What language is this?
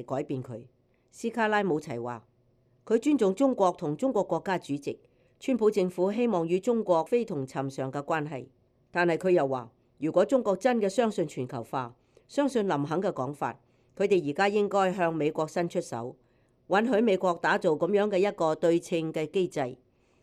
Cantonese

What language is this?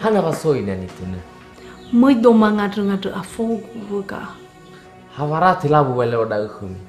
Nias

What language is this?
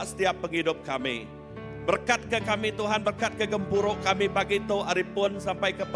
Iban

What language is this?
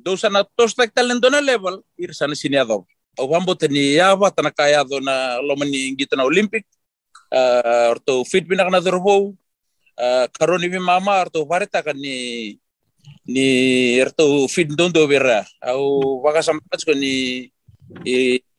Fijian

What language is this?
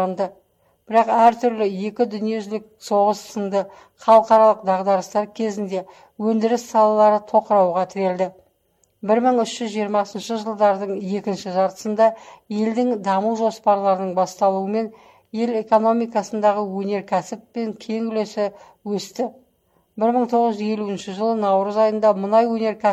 Kazakh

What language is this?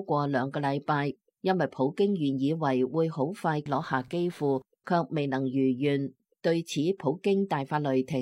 Cantonese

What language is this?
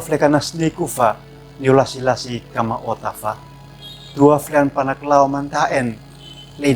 Uab Meto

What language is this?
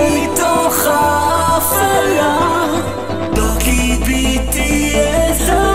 Hebrew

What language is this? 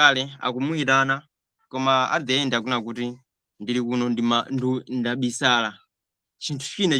Nyanja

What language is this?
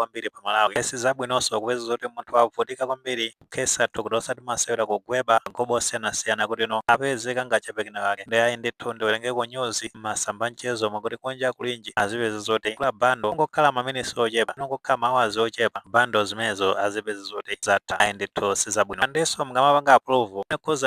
Nyanja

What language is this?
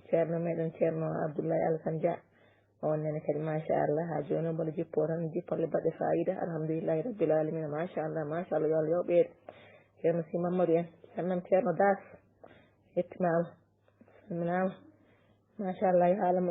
Fula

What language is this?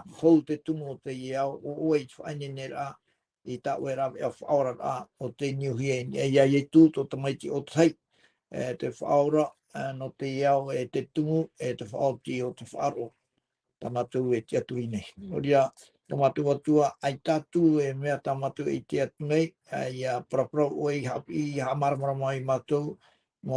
Tahitian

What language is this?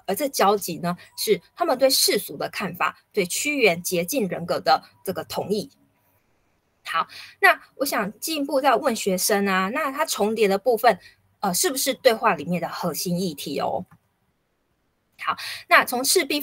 Chinese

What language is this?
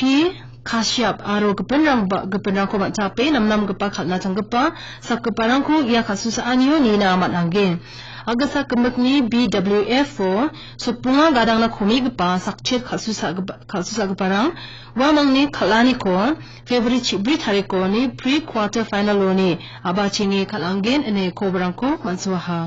Garo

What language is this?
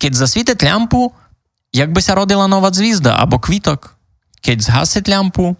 Rusyn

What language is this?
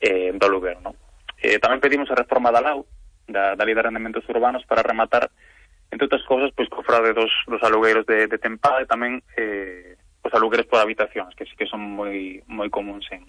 Galician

